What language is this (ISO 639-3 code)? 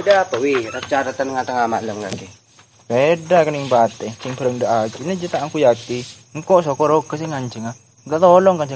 mad